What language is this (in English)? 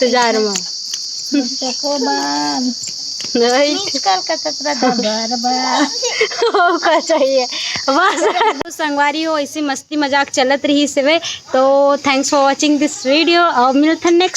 Chhattisgarhi